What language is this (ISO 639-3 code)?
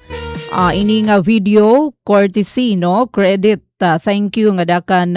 war